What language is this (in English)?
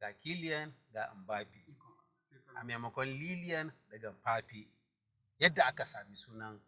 Hausa